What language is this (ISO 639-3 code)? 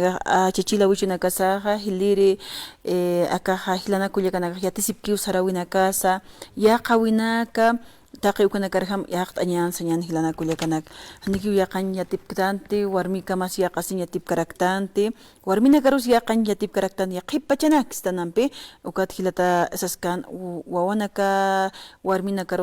aym